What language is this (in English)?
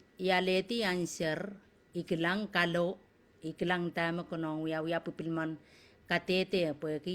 Pohnpeian